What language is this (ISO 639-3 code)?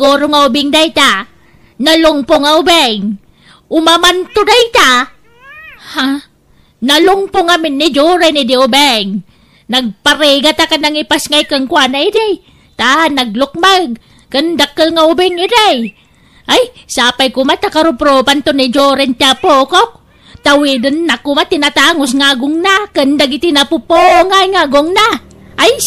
ilo